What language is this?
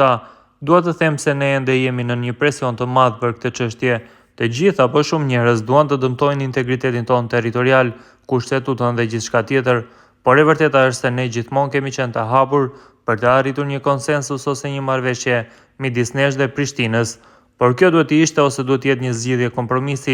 Albanian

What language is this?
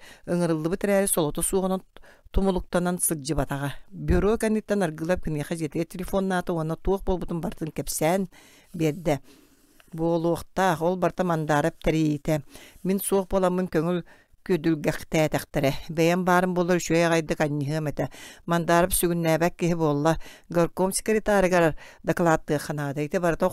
Yakut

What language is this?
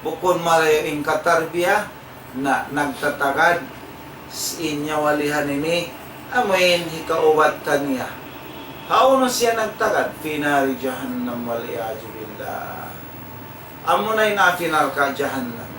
Tausug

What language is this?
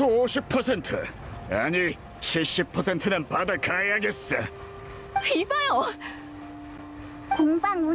Korean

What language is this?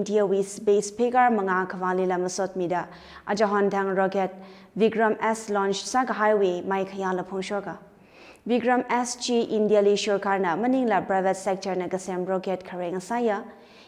Tangkhul Naga (India)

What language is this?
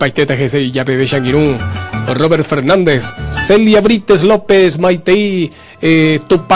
Guarani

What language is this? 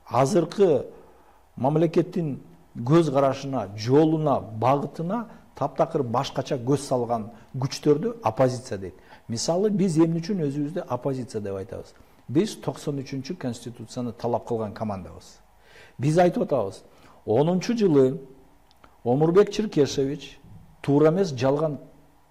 Kyrgyz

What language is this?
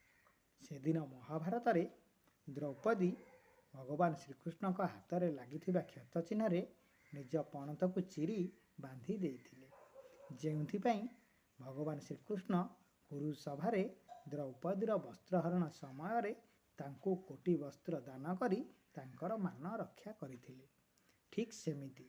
Odia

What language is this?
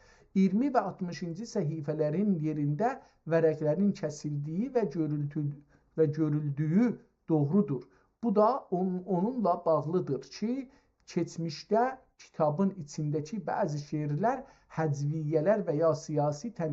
South Azerbaijani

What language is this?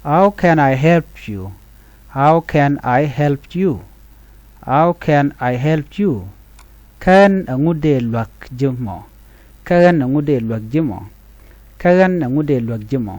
Nuer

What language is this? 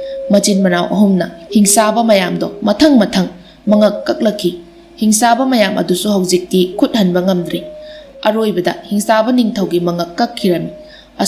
Manipuri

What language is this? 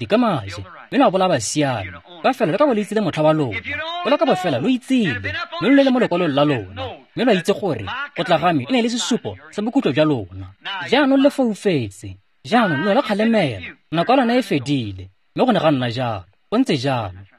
Tswana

